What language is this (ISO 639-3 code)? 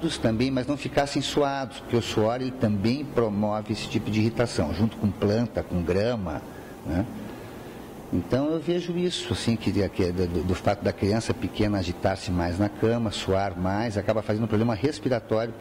por